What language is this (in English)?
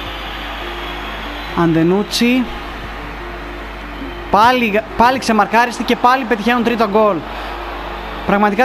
Greek